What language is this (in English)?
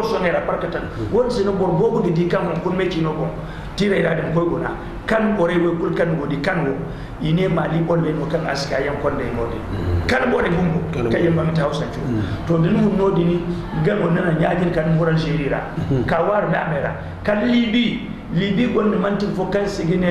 Zarma